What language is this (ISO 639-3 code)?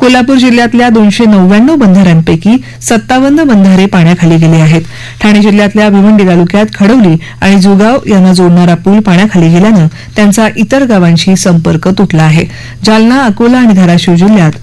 mar